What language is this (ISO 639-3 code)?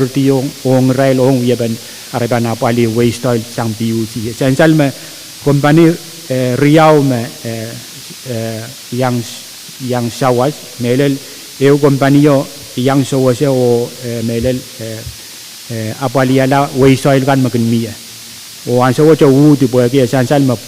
pon